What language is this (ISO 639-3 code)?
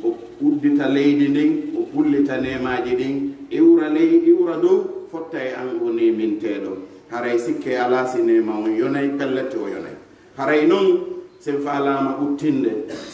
fuf